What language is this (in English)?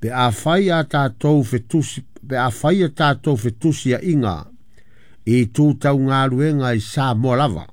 Samoan